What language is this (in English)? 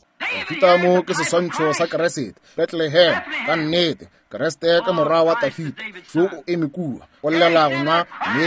Northern Sotho